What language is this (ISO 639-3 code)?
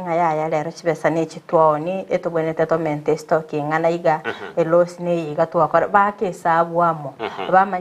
guz